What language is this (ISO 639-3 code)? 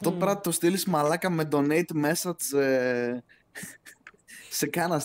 ell